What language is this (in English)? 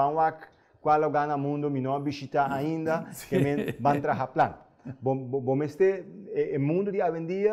Papiamento